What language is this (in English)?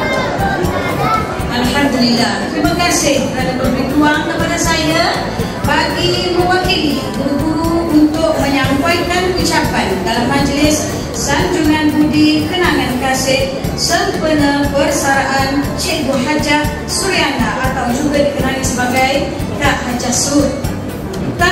Malay